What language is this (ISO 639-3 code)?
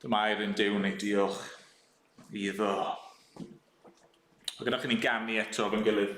cym